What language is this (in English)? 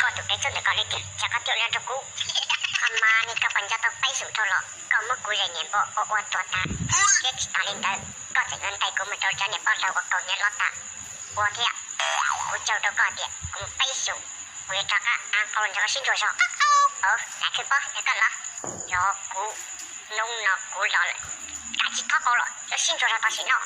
Hmong